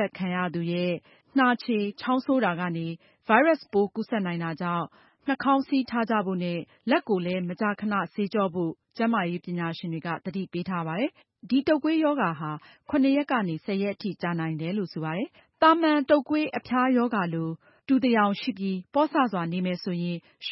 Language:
Burmese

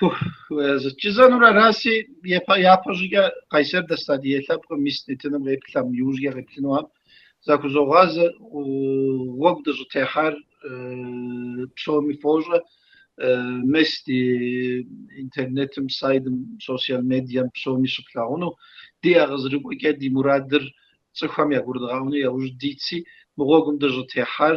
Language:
Kabardian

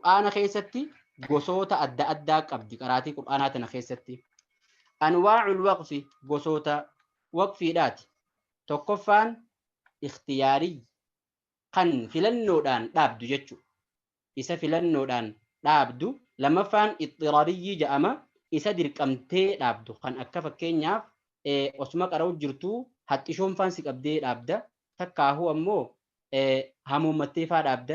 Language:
Oromo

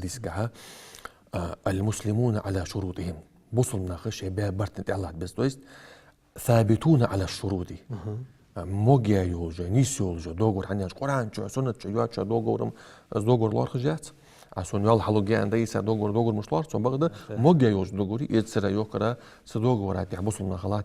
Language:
Ingush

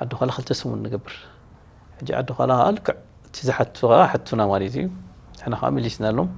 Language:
Tigrinya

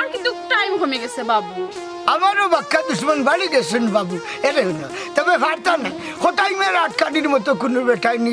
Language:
Sylheti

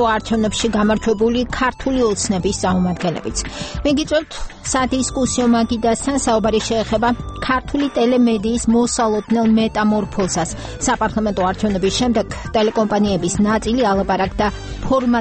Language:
Georgian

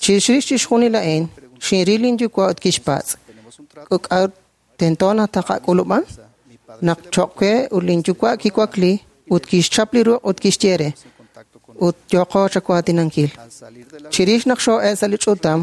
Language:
Kekchí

